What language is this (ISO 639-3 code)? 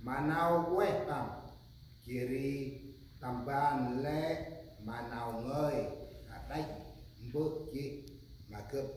cmo